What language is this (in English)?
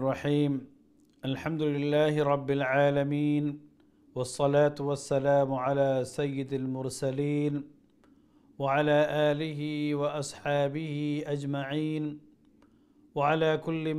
Arabic